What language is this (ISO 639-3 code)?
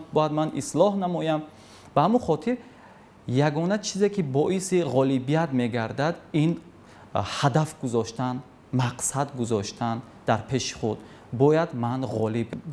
tgk